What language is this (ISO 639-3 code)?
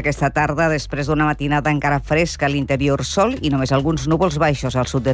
cat